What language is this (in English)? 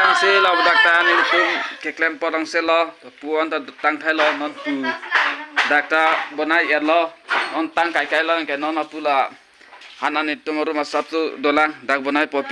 Karbi